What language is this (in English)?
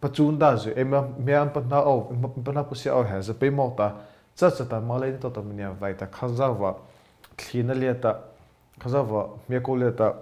Mara Chin